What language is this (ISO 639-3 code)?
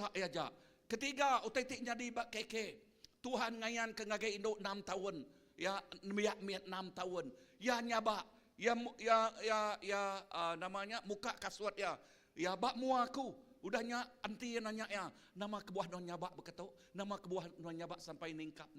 iba